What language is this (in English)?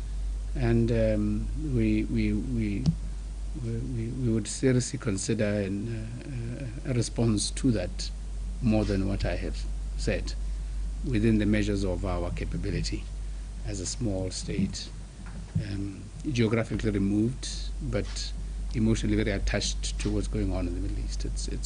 Tswana